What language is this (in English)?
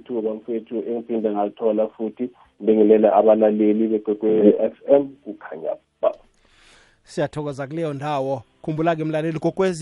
South Ndebele